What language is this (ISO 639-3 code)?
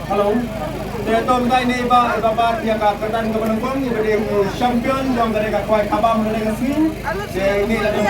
kha